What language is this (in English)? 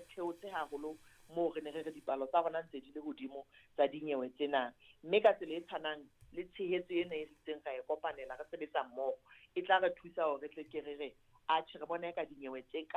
Southern Sotho